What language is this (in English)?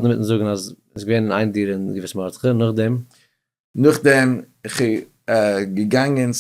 Yiddish